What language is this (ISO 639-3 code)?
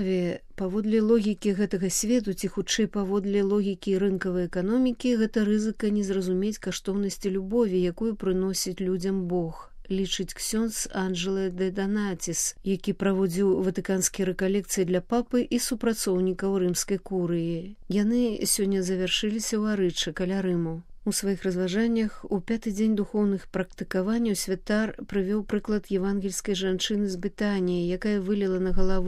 bel